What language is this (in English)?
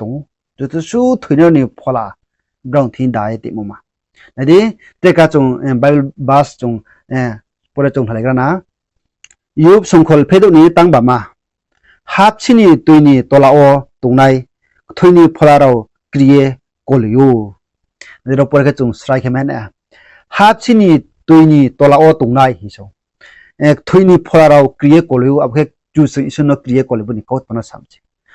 Riang (India)